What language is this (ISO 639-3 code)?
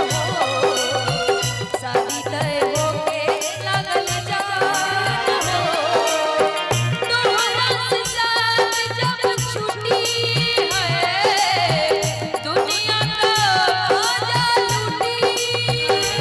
bho